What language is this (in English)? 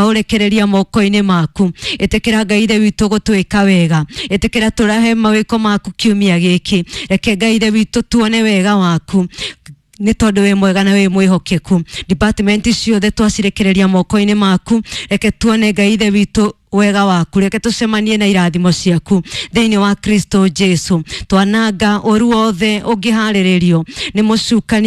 Kikuyu